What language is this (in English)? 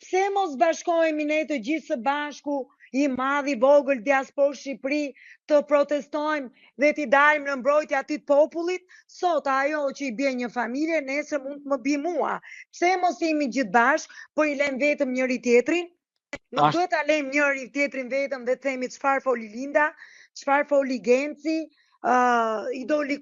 Albanian